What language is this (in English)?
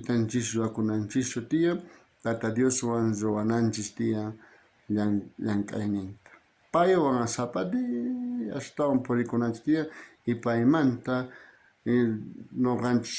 South Bolivian Quechua